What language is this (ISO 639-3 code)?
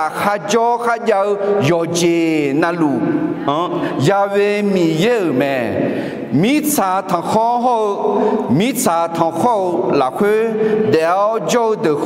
ahk